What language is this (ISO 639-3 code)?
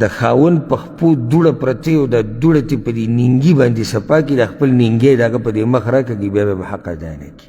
pus